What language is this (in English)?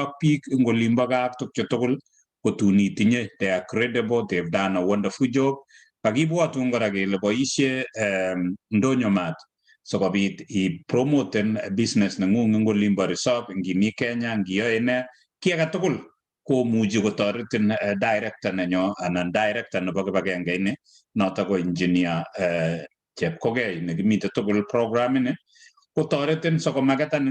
Kalenjin